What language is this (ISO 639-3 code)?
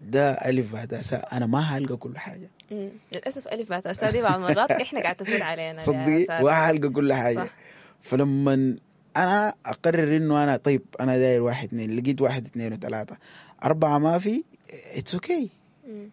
apd